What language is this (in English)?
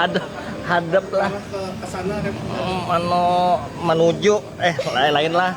Banjar